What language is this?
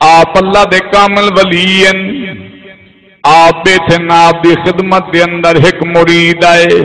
Saraiki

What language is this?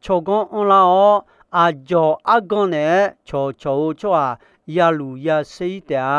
Akha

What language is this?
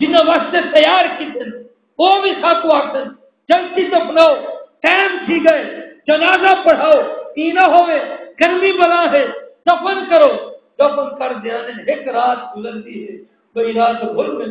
Saraiki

